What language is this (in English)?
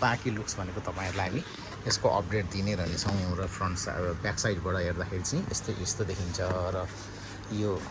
Nepali